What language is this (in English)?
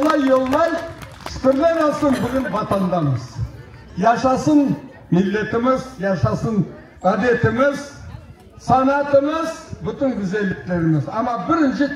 Crimean Tatar